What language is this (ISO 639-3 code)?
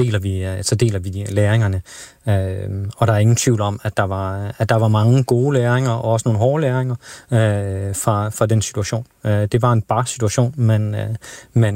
dan